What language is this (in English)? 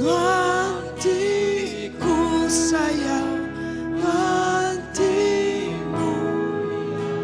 Iban